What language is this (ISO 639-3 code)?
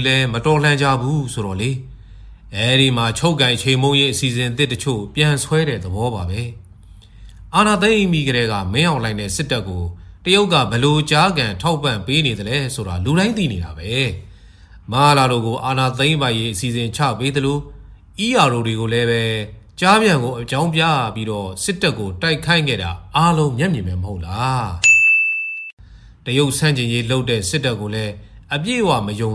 mya